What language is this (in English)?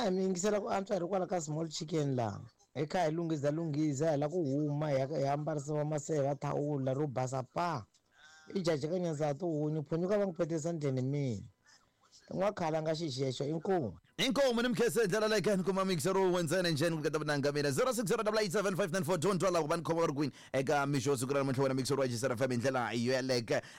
Tsonga